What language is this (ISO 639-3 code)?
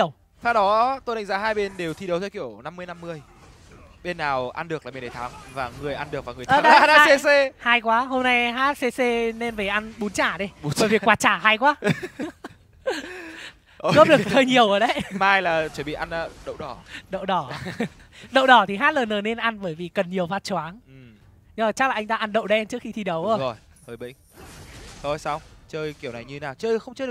vie